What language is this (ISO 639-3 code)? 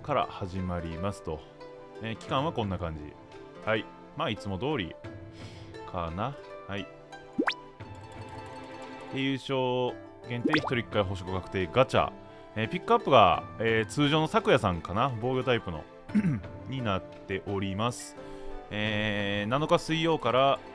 jpn